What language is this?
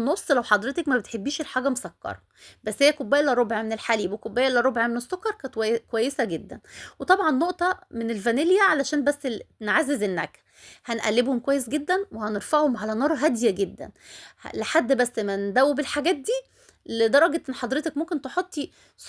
Egyptian Arabic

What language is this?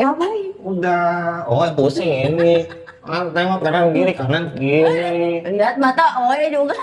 Betawi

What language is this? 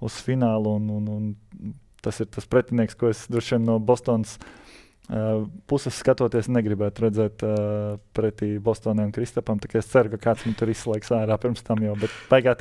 Latvian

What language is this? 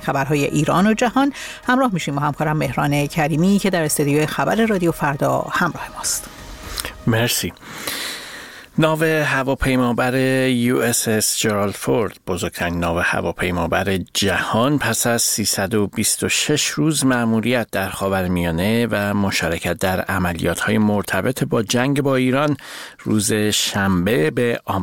Persian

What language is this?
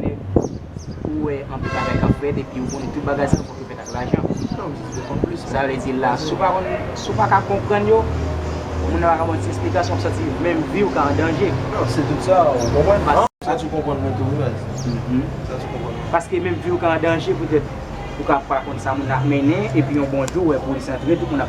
Haitian Creole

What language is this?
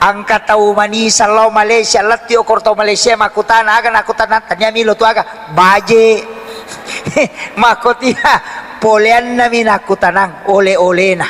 Buginese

